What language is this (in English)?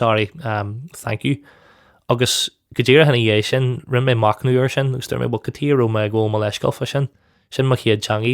Irish